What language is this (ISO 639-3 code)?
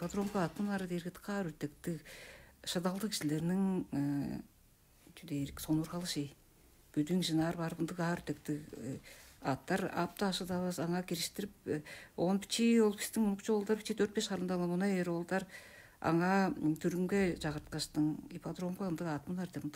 tyv